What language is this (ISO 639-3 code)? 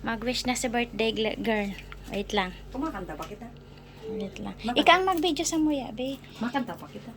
bik